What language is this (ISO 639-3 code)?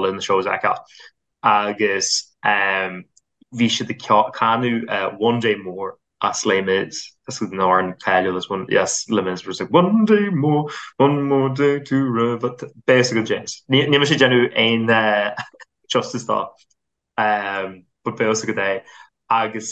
gle